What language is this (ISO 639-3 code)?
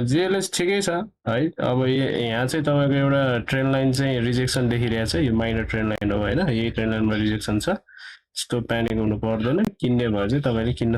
nep